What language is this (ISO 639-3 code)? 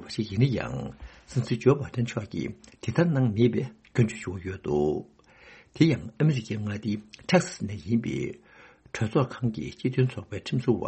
bod